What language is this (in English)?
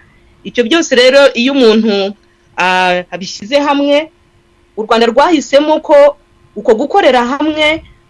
Kinyarwanda